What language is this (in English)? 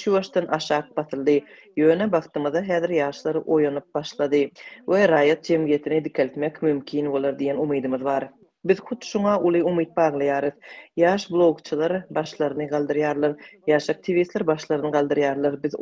Turkmen